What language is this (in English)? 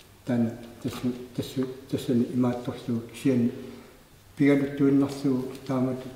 Kalaallisut